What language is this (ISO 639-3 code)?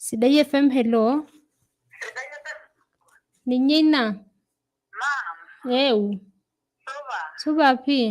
mas